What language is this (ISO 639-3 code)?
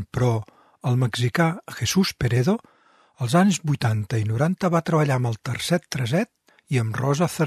cat